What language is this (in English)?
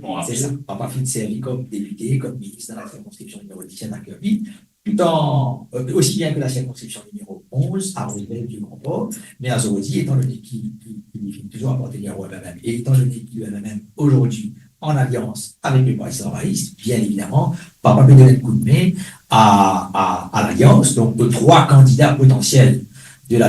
Morisyen